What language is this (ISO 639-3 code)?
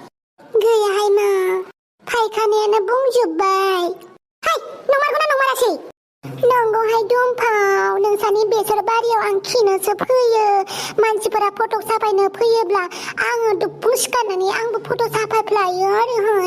brx